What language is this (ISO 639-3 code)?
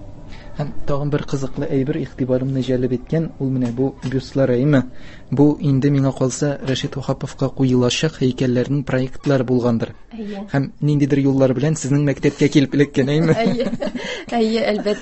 tat